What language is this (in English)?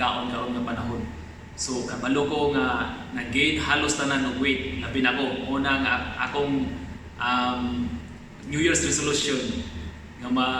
Cebuano